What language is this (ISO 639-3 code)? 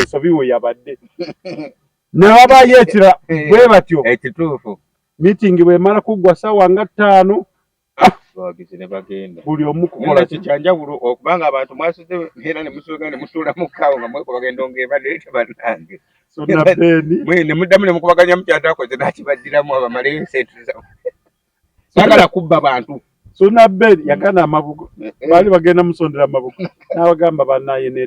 lug